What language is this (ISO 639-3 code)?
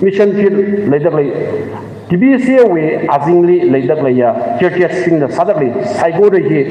nmf